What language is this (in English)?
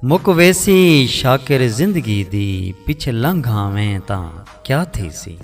Saraiki